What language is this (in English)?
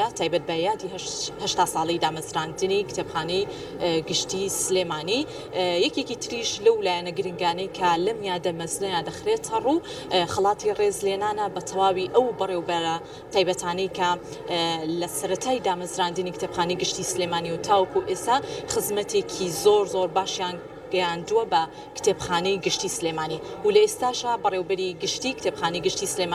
Central Kurdish